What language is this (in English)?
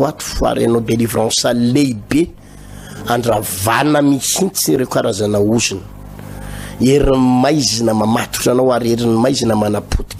Malagasy